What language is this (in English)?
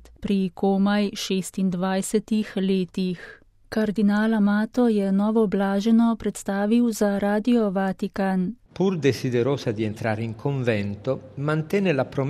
Slovenian